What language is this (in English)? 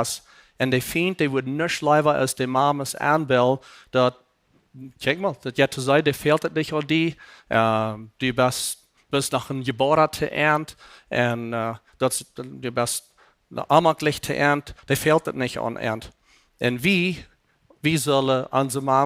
Plautdietsch